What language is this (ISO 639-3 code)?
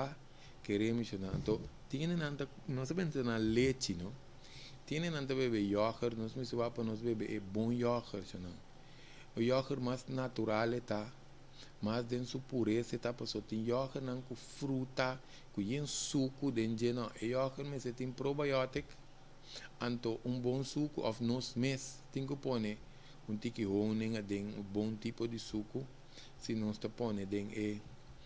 pap